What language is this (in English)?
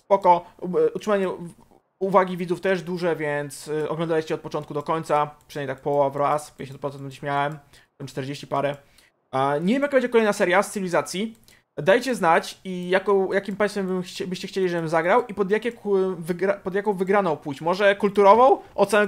Polish